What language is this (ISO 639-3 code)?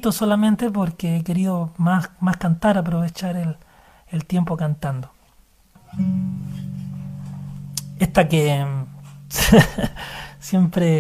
spa